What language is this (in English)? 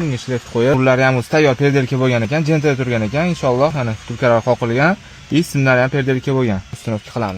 Uzbek